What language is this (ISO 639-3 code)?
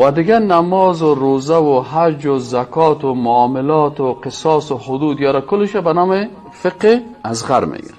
fas